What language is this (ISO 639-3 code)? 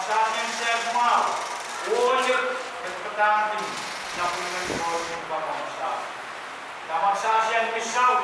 pon